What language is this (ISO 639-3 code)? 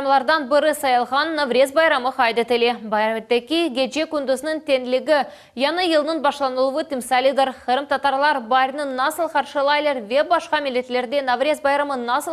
crh